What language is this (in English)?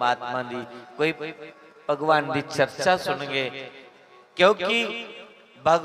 Dogri